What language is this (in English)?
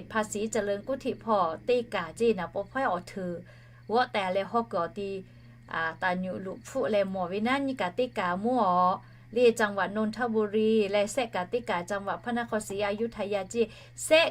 Lahu